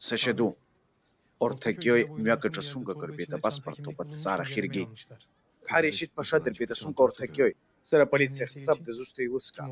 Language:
Abkhazian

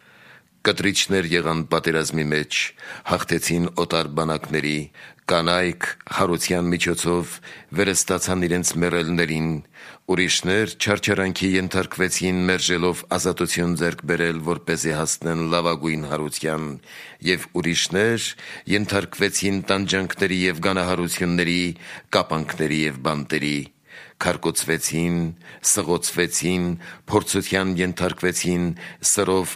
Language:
Armenian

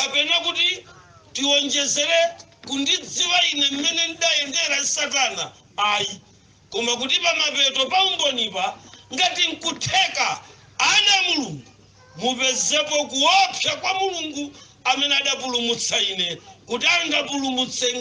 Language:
Nyanja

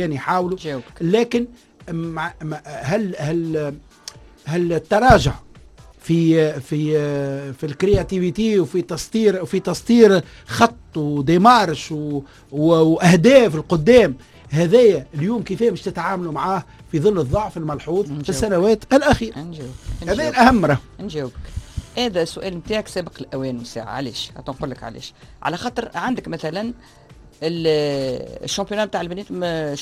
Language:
Tunisian Arabic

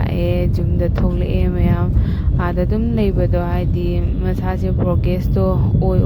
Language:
Manipuri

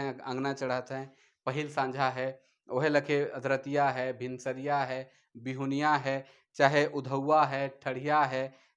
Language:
Sadri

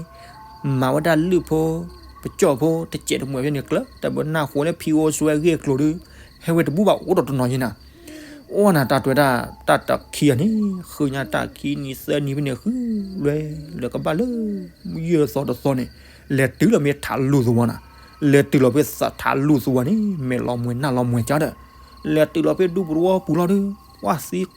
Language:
S'gaw Karen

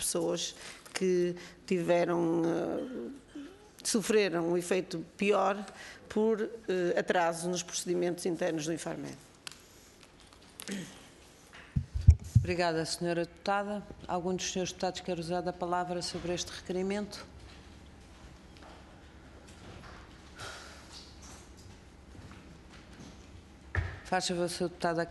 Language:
Portuguese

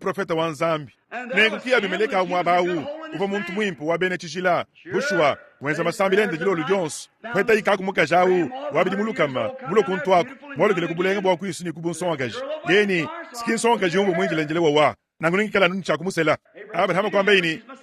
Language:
Luba-Lulua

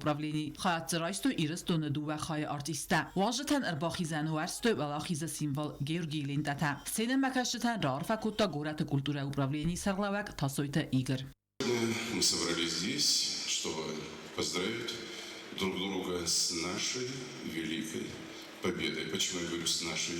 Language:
Ossetic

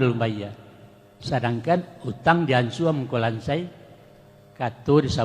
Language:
Minangkabau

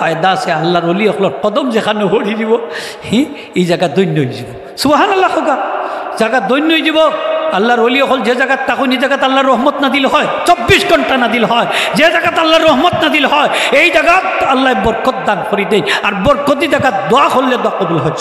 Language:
Sylheti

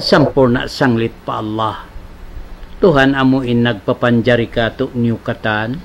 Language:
Tausug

